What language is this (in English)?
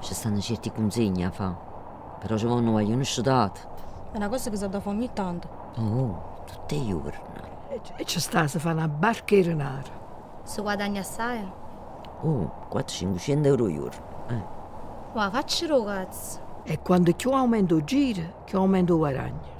Neapolitan